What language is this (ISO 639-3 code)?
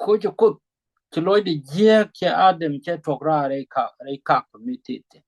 nus